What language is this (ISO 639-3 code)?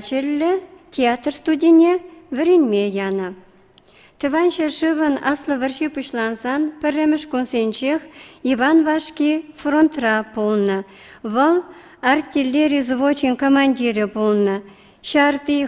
chv